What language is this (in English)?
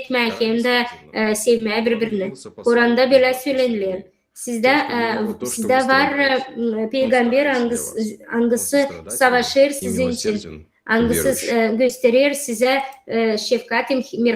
Gagauz